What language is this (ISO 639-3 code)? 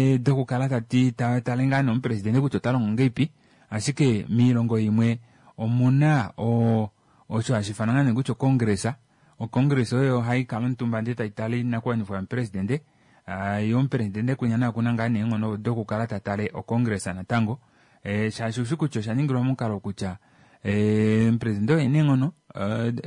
kua